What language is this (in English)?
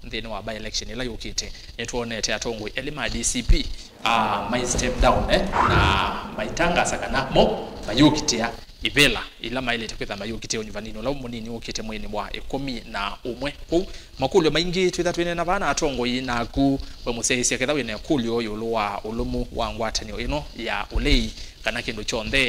Kamba